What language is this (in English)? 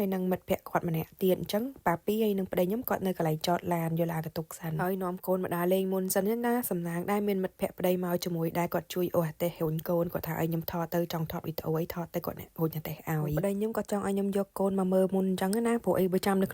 Khmer